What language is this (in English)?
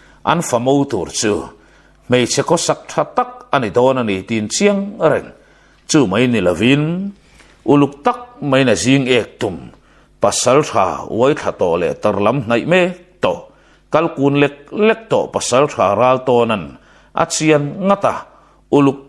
Mizo